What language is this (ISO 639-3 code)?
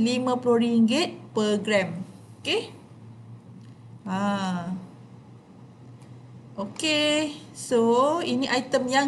msa